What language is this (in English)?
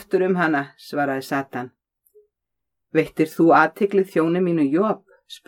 Icelandic